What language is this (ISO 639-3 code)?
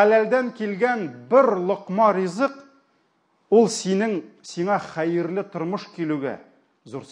tat